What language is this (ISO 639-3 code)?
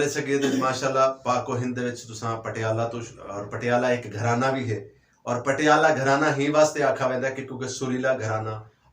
lah